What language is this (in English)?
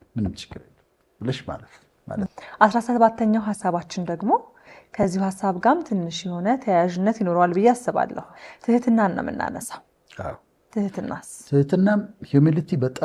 Amharic